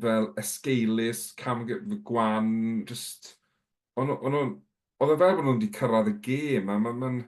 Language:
Welsh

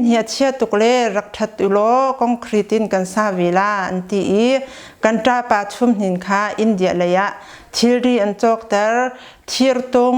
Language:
Hakha Chin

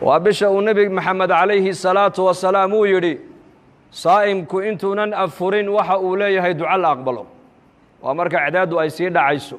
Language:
Somali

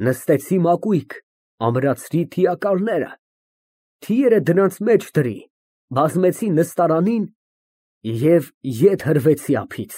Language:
Armenian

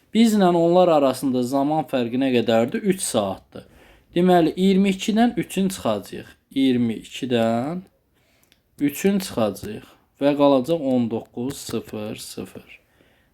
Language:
Azerbaijani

